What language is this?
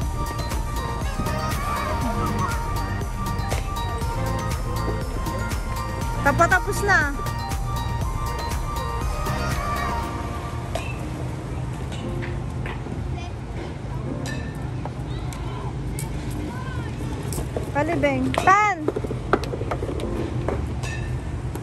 Filipino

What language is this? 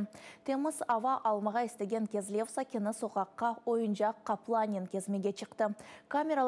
Crimean Tatar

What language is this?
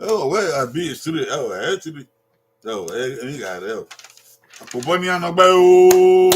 Bini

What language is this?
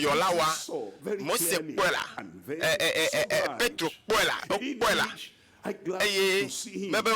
Ewe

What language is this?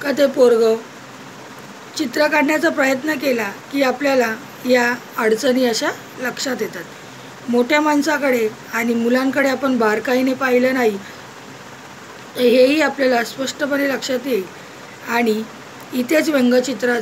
Marathi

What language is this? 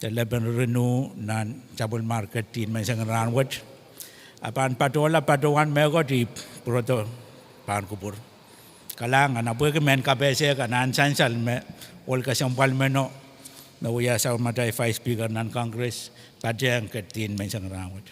Pohnpeian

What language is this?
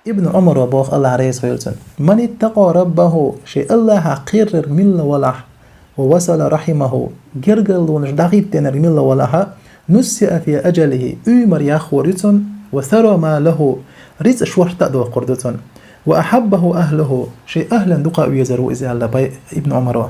Chechen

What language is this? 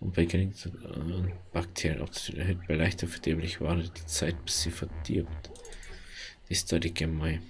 Bavarian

